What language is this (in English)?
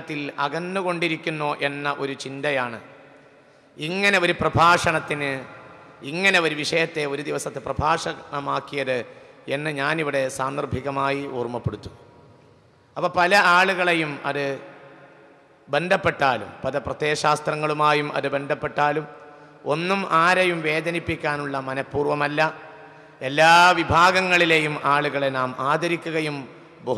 Malayalam